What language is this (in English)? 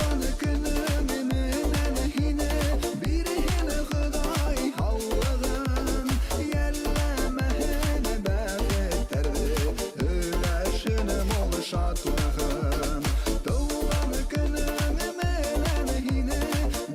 Bashkir